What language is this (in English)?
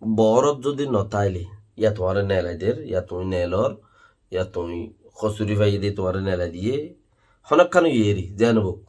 Rohingya